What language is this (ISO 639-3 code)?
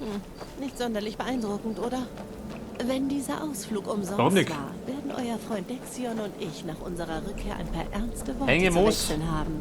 bar